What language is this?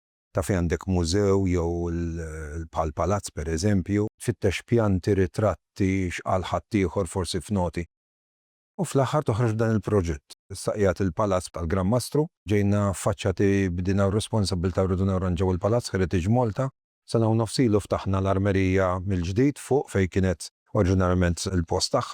Maltese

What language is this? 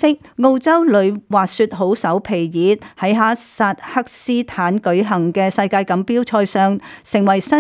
Cantonese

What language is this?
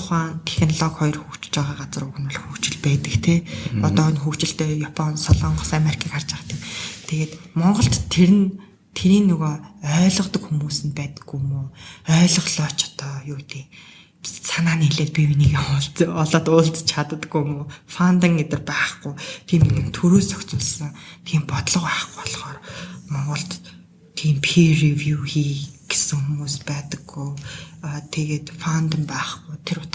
Mongolian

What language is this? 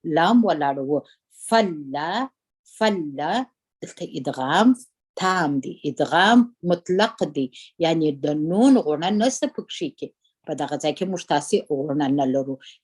Pashto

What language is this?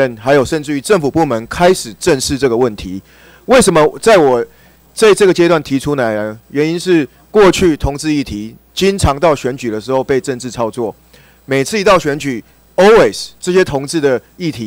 Chinese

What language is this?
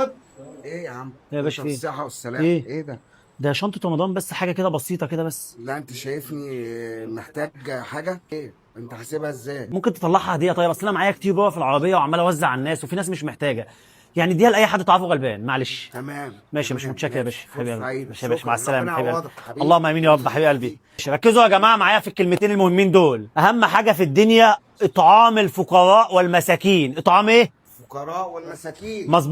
Egyptian Arabic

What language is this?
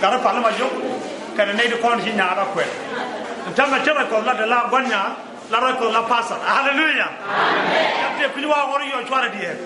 Nuer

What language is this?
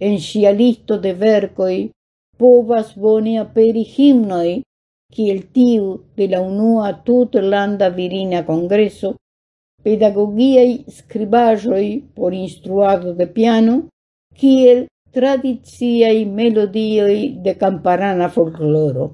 Esperanto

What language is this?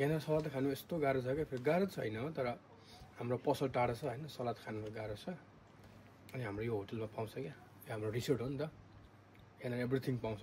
Nepali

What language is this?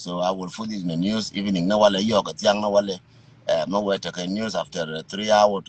Nuer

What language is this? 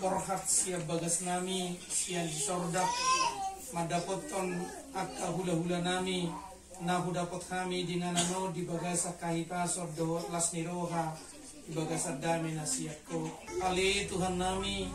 Batak Toba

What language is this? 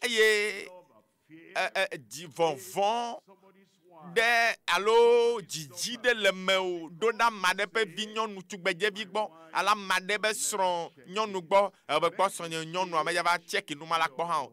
Ewe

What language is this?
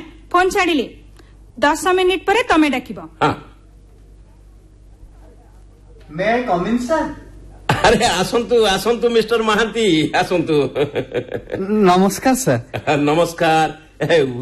Odia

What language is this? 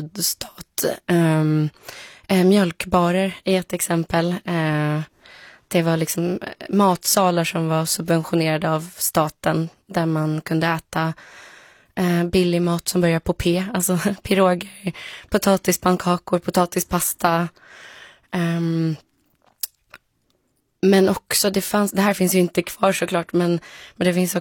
Swedish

